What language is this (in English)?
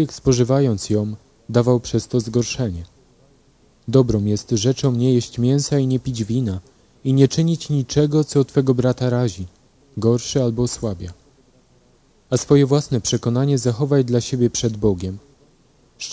Polish